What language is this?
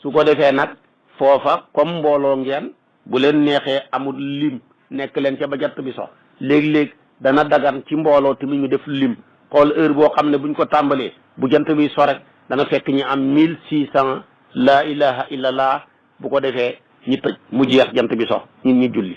Wolof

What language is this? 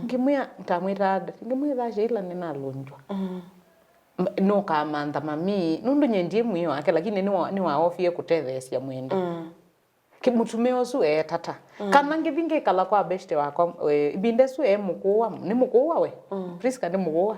Kamba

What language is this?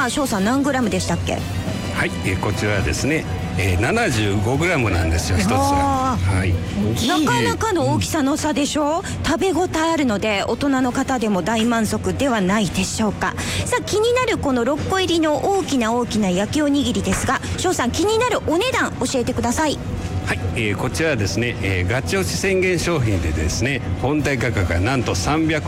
Japanese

